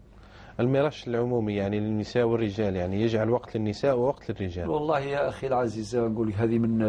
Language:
Algerian Arabic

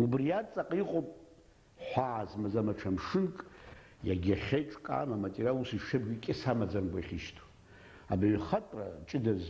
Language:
Abkhazian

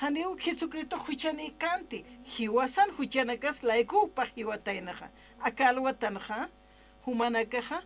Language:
Aymara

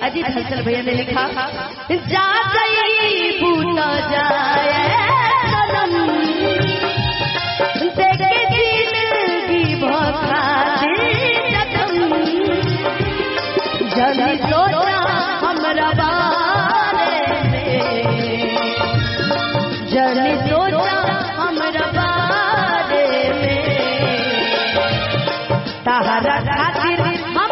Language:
Bhojpuri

